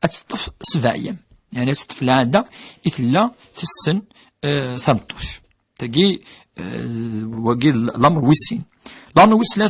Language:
Kabyle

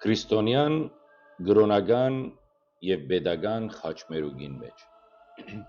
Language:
Western Armenian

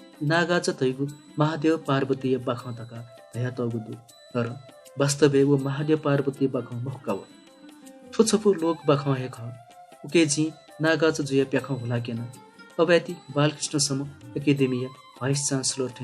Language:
Newari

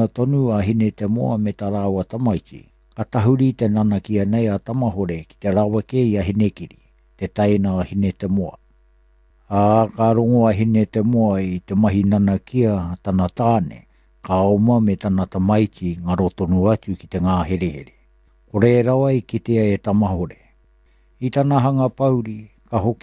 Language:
Māori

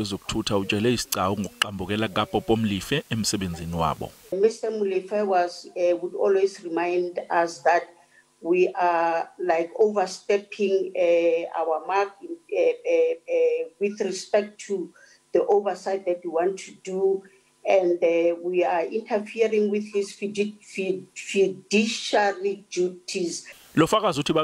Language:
Zulu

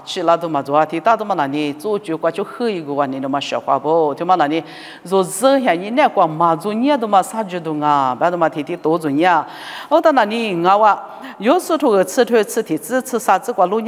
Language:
Lisu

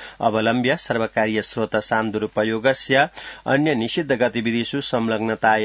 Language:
Sanskrit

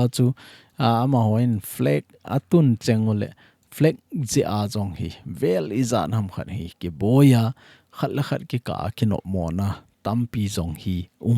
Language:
Thado Chin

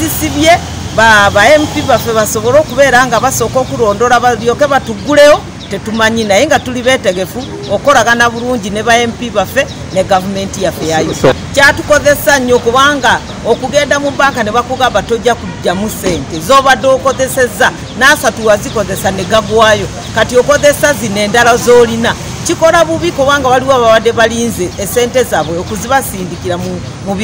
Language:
Ganda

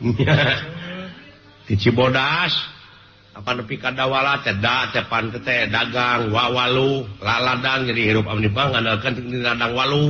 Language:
Sundanese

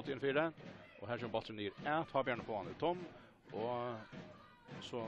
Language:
Faroese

